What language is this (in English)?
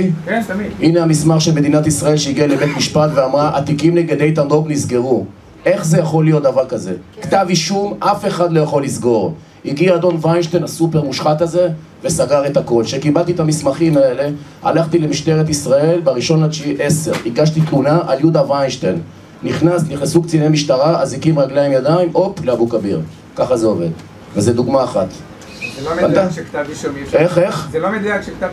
Hebrew